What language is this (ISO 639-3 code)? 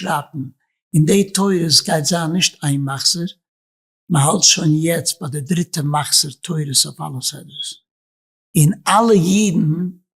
yid